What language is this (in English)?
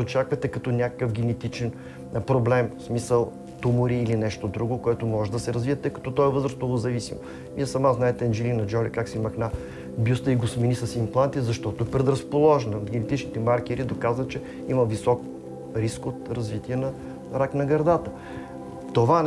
Bulgarian